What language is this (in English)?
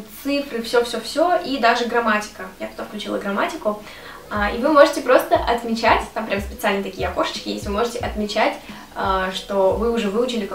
Russian